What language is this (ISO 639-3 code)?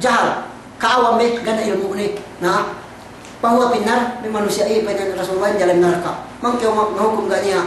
yka